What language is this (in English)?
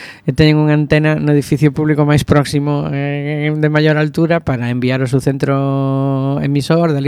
Galician